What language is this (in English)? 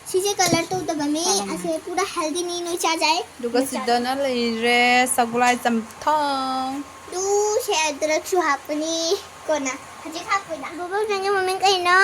Manipuri